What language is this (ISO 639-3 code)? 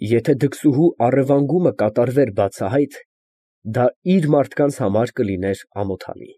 hye